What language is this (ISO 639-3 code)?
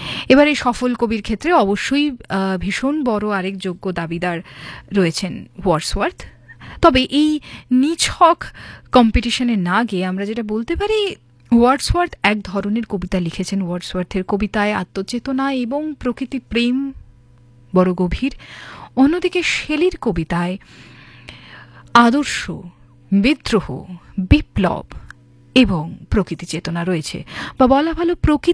ben